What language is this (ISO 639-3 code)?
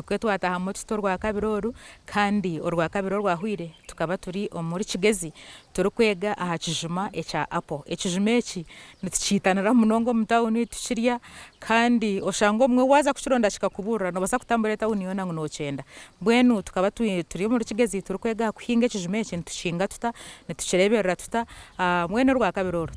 nyn